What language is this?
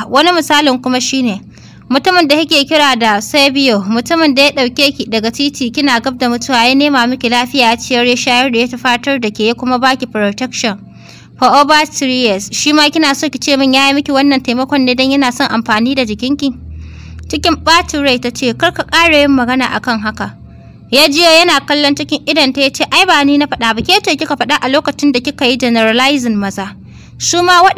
Hausa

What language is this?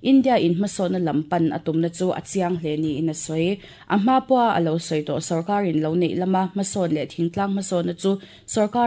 Mizo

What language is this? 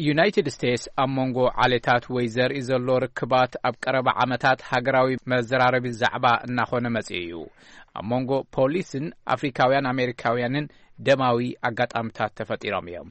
Tigrinya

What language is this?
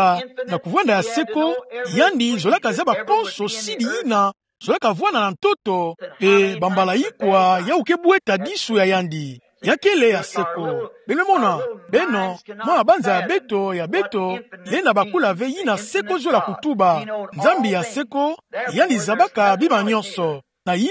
Kituba (Democratic Republic of Congo)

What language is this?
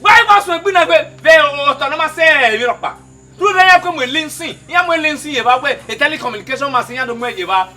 Bini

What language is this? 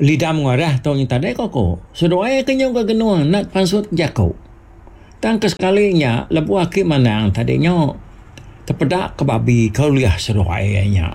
Iban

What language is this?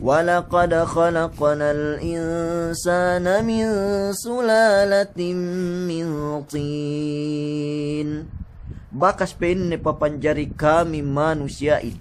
Yakan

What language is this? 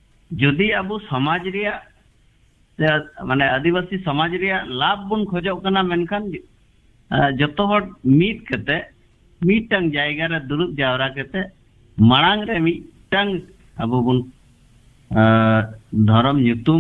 Santali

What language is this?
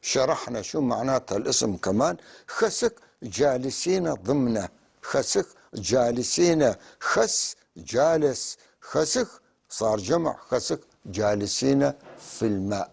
North Levantine Arabic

